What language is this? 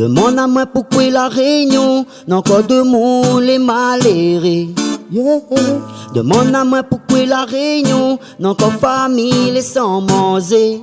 Réunion Creole French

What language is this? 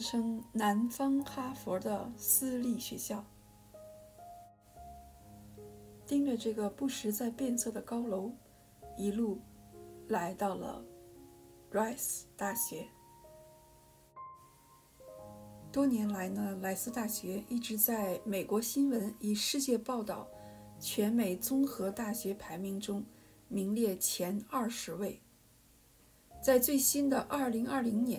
Chinese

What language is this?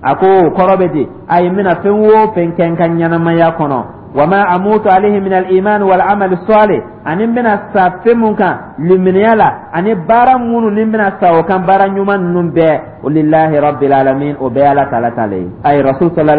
Dyula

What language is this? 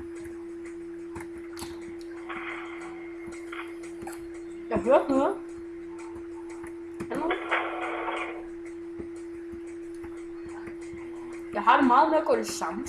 Danish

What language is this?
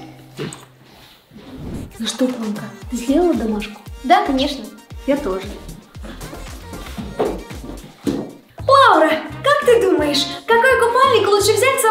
Russian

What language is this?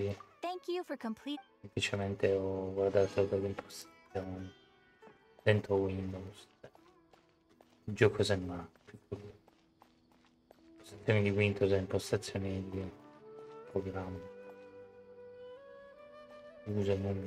Italian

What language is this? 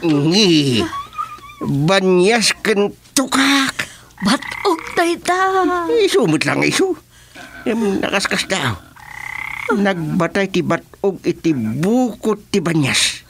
Iloko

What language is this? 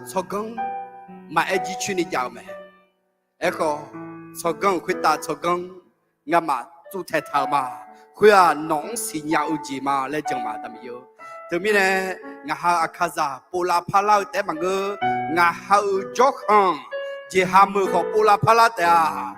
Akha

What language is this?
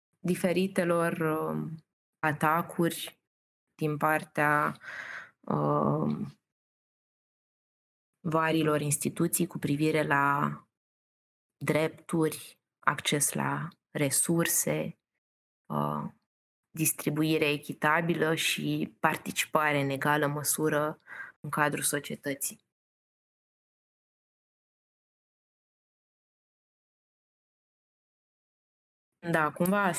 Romanian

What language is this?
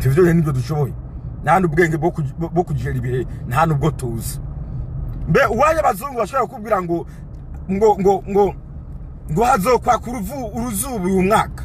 Rundi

